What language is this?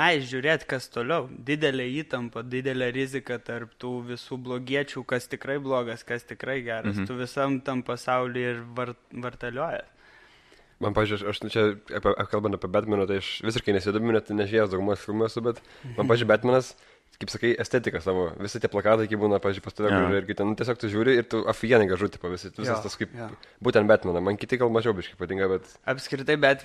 Lithuanian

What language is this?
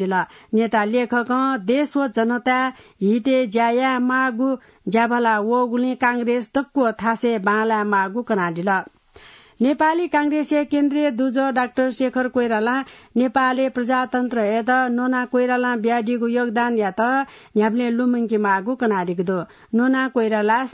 Newari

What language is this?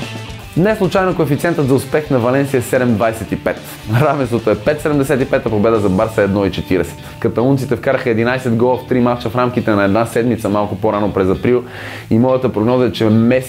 Bulgarian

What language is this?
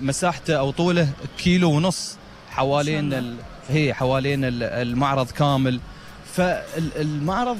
Gulf Arabic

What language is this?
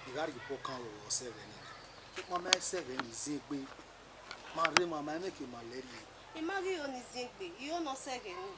Bini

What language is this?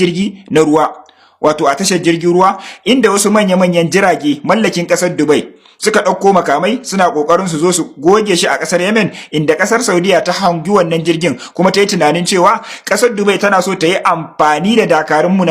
Hausa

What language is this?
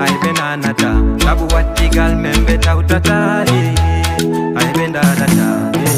Fula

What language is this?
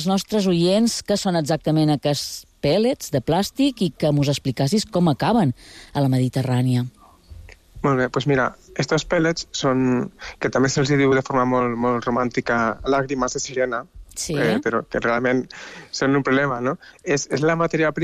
Catalan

